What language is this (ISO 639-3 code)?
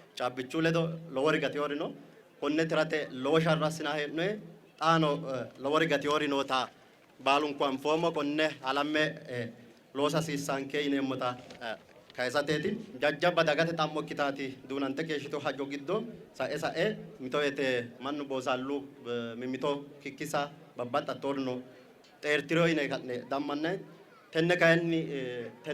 sid